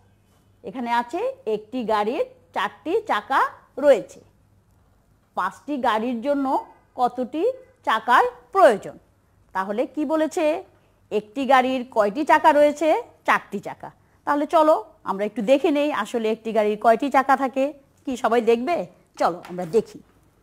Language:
Bangla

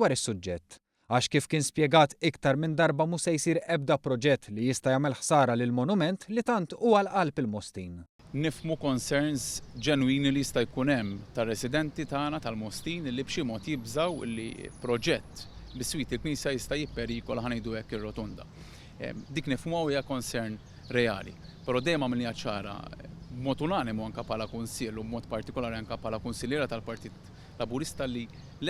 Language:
Maltese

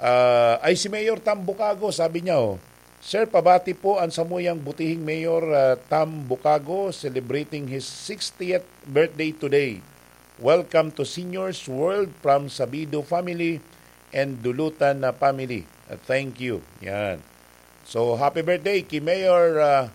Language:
Bikol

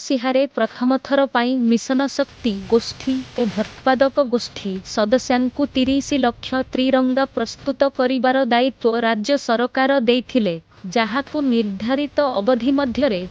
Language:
Odia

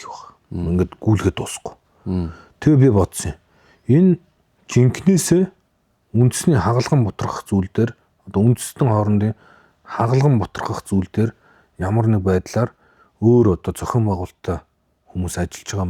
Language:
Mongolian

